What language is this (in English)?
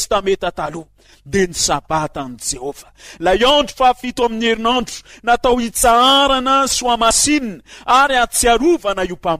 Malagasy